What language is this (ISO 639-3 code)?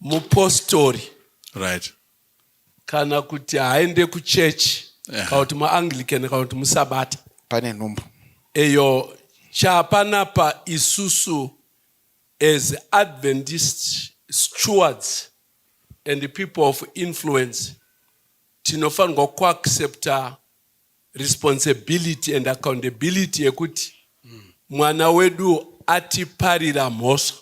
sna